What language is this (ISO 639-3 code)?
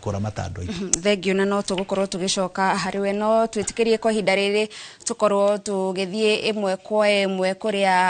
kik